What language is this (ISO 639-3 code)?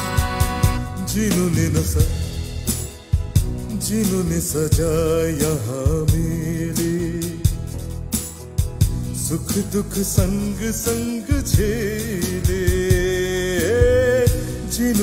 ben